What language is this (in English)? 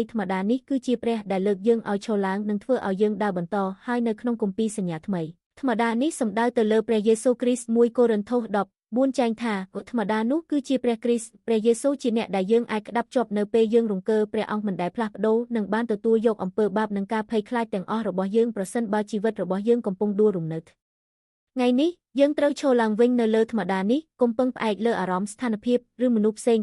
Khmer